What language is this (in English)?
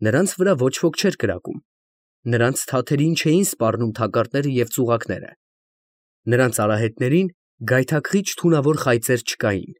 Armenian